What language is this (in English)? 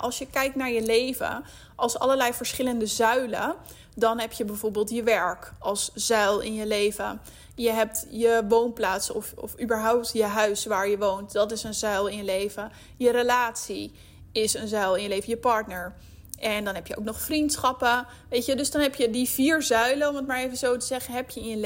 Dutch